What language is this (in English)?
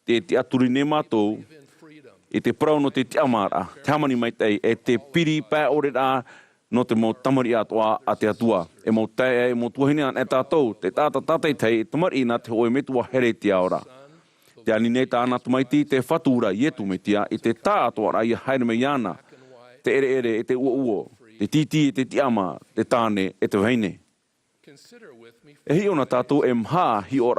Tahitian